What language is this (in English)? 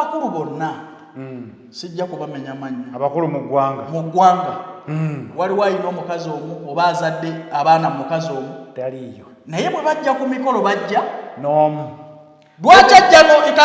Ganda